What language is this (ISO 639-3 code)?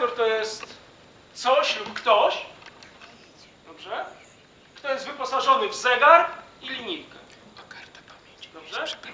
pol